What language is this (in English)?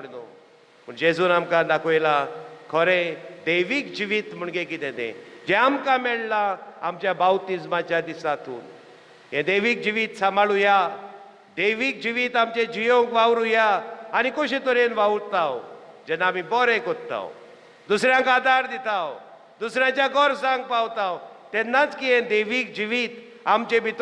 Konkani